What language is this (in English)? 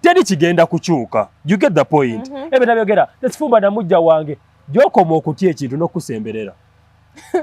Ganda